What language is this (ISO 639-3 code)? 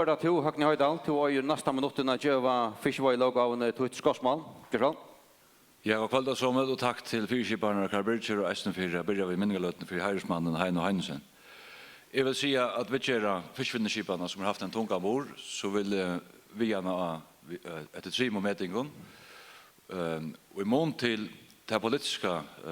fao